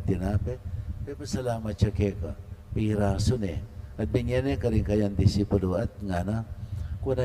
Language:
Pampanga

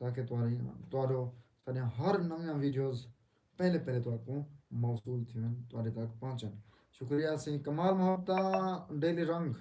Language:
Saraiki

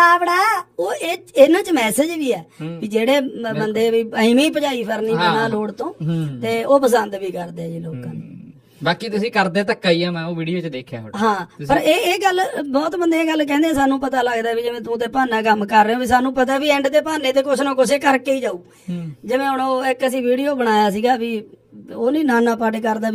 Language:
Punjabi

